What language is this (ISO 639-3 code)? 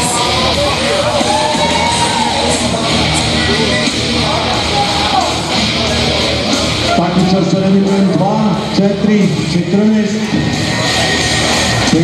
srp